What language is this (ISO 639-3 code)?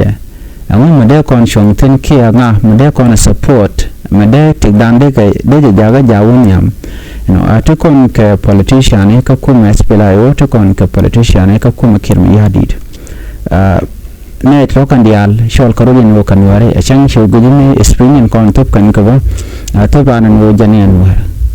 nus